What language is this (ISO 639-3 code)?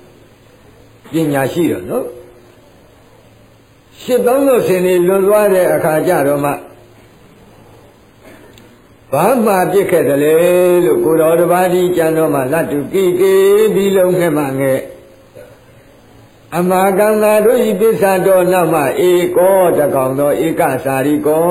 mya